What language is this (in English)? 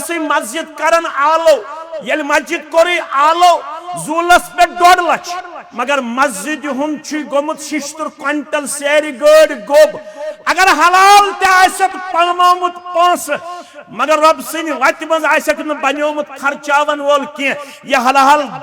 Kashmiri